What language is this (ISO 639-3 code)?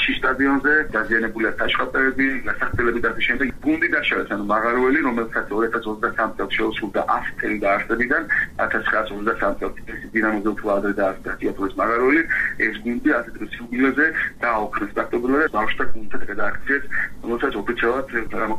kat